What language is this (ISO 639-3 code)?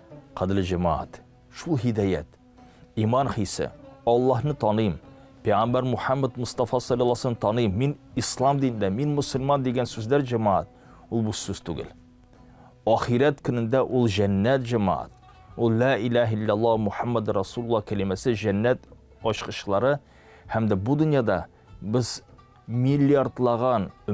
tat